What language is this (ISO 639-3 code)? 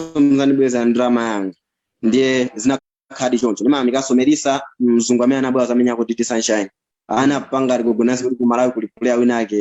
nya